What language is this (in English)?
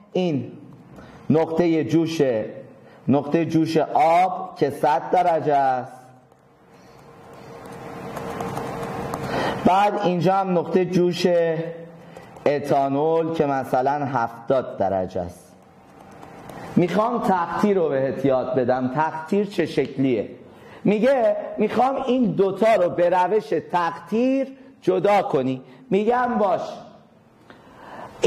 Persian